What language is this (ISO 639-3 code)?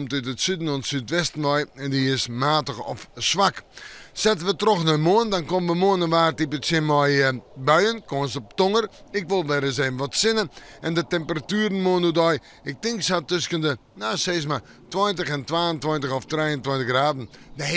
fry